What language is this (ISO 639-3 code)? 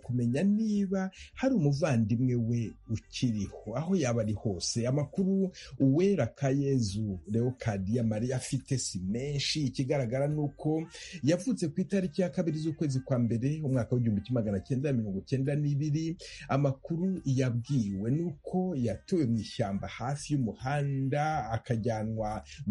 kin